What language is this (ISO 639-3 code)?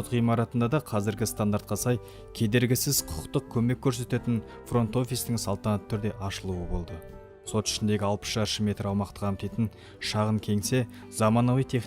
kaz